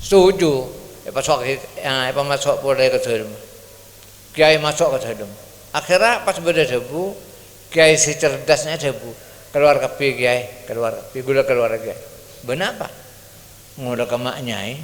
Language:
Madurese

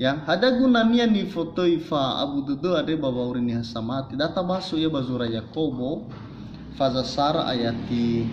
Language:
Nias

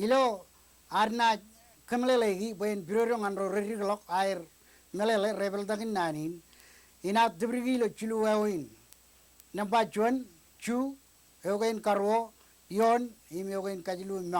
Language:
Marshallese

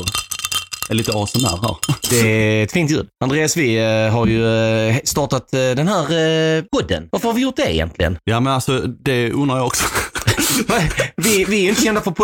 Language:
Swedish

